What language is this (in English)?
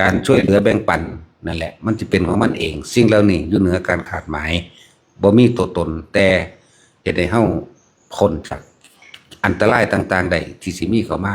Northeastern Thai